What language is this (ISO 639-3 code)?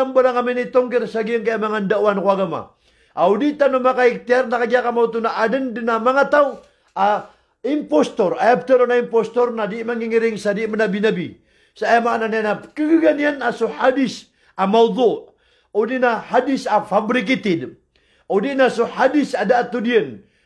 mrw